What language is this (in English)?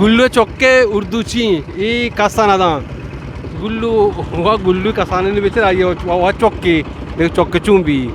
Eastern Balochi